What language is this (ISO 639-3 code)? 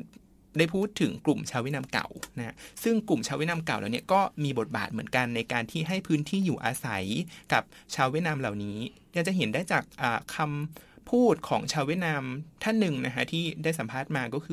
tha